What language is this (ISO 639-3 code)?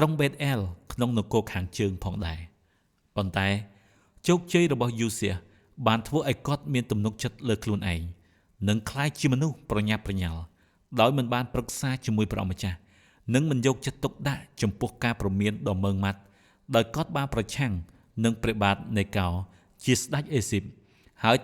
khm